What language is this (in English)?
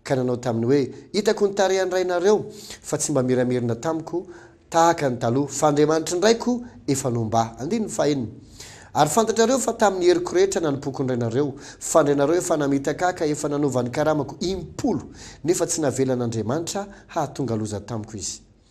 Malagasy